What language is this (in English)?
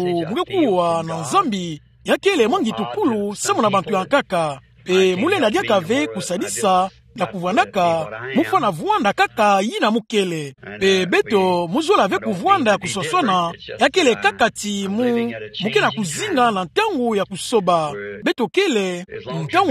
Kituba (Democratic Republic of Congo)